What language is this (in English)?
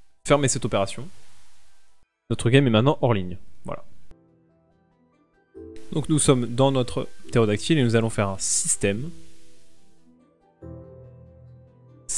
French